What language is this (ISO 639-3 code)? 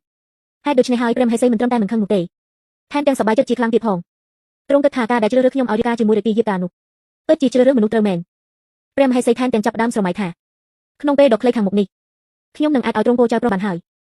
khm